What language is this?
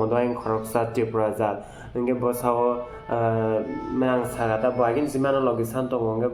Kok Borok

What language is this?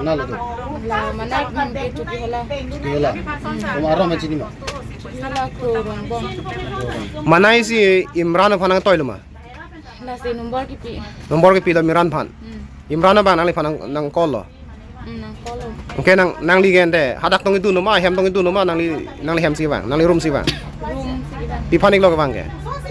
Karbi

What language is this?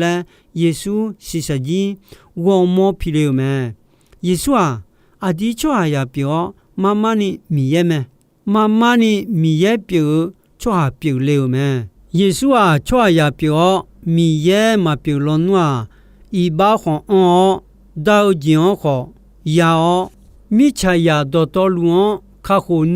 Akha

